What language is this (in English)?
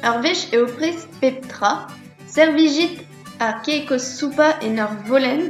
Breton